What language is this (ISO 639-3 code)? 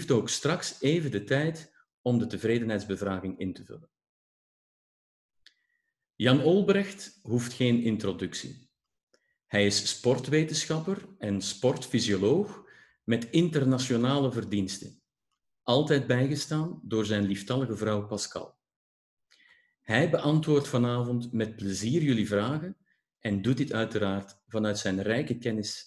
nld